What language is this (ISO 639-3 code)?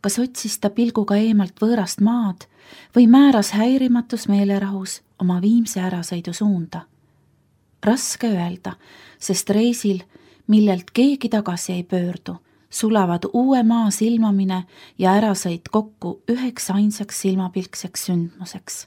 est